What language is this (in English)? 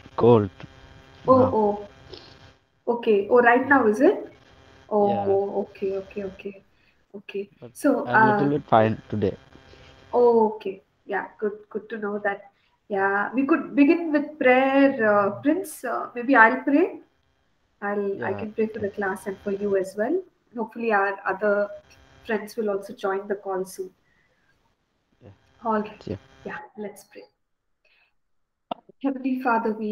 English